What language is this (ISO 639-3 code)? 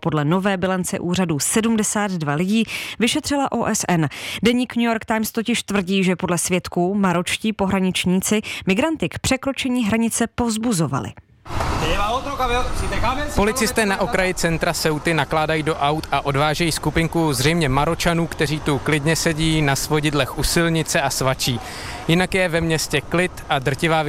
ces